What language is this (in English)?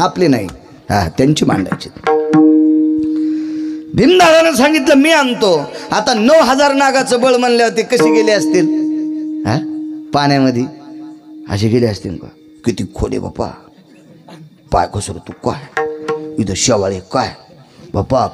Marathi